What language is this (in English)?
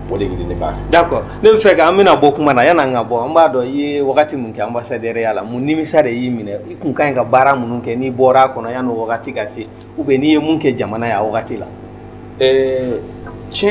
Bambara